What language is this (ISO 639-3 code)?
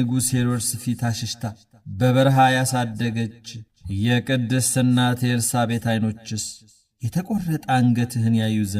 amh